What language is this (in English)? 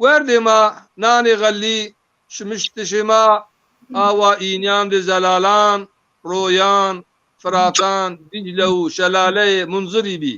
Zaza